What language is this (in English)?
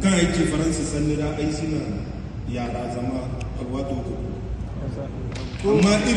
Zarma